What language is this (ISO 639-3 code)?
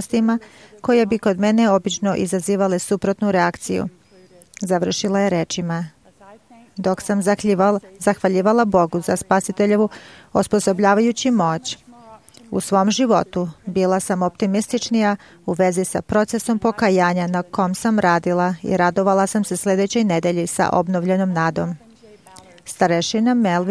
srp